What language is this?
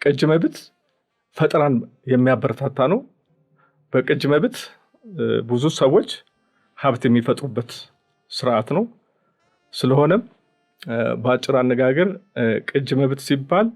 Amharic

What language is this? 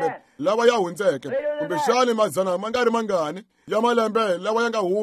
Tsonga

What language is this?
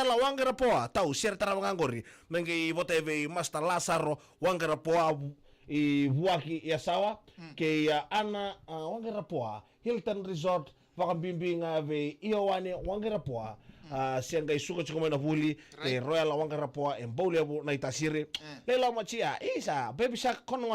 Fijian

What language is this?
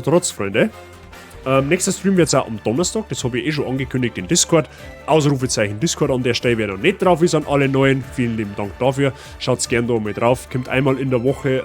Bavarian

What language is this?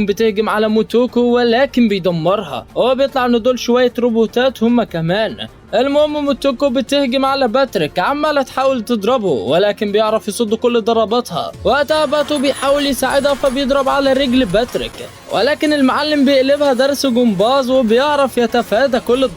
Egyptian Arabic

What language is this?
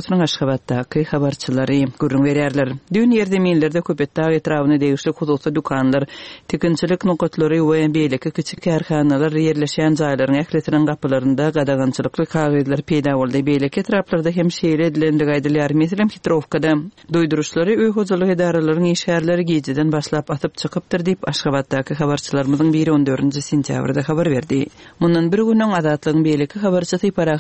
Turkmen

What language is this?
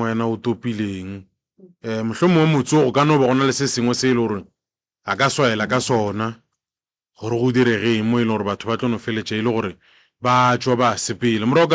Northern Sotho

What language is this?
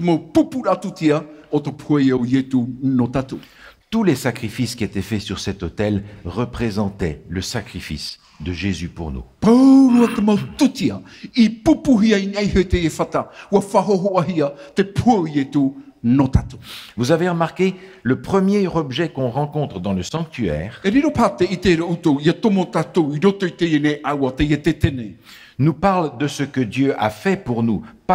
Tahitian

